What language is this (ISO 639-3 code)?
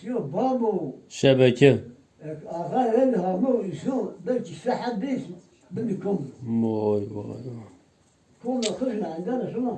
zza